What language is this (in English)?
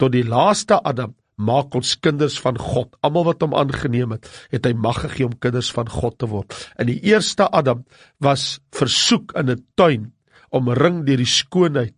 Afrikaans